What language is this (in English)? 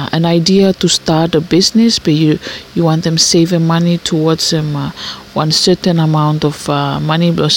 Bislama